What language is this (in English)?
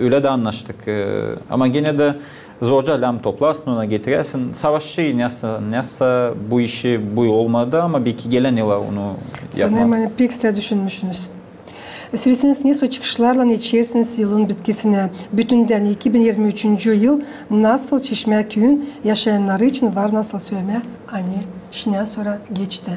Gagauz